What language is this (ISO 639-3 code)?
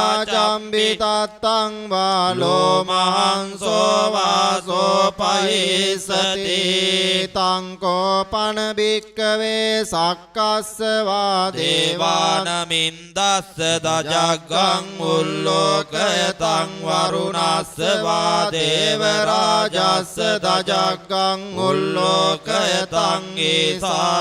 pli